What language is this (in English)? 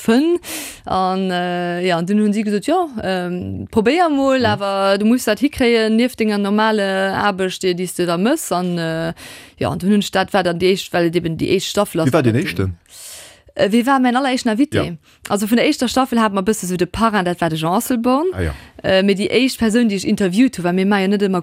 Luxembourgish